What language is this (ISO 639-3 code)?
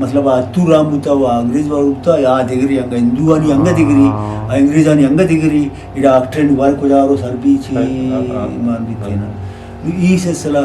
bgp